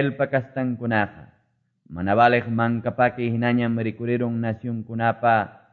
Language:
Quechua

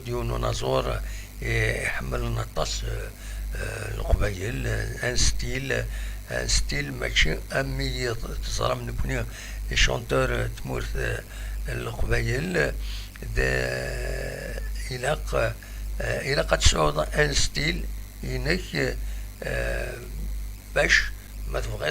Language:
Kabyle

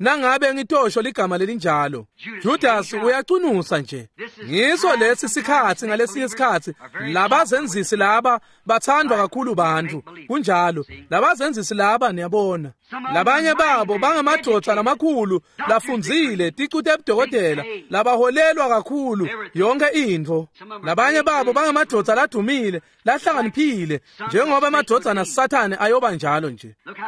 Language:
Swati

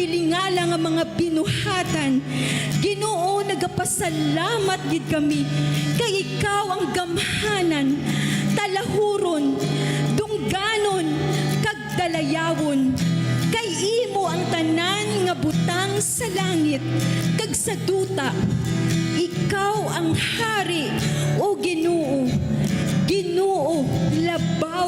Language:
Hiligaynon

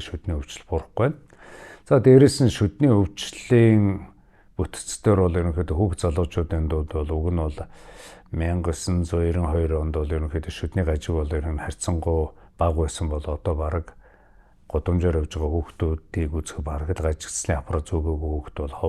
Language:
Mongolian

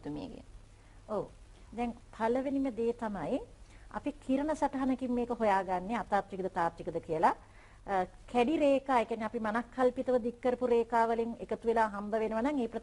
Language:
Sinhala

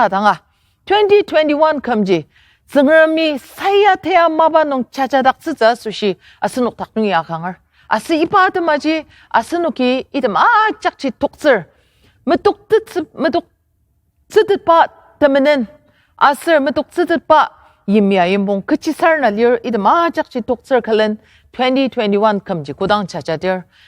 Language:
Ao Naga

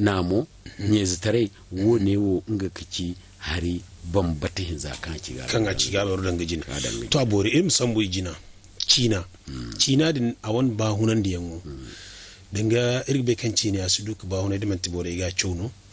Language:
Zarma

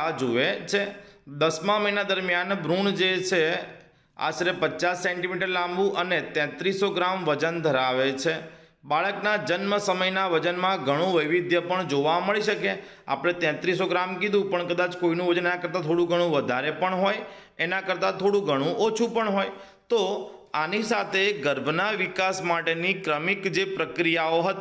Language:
Gujarati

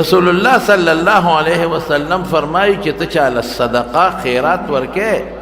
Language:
Pashto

